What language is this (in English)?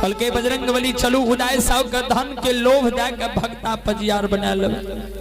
Maithili